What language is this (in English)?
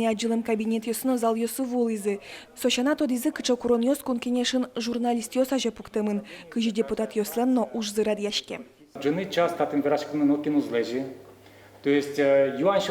Udmurt